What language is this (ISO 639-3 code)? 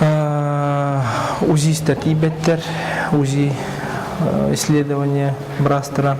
sah